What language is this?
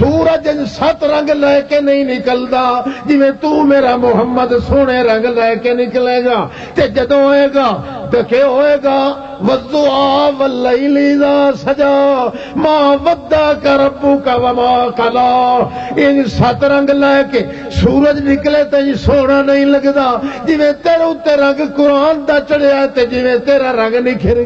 Western Panjabi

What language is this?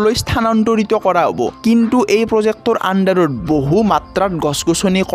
Assamese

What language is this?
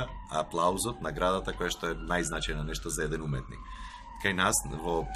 Macedonian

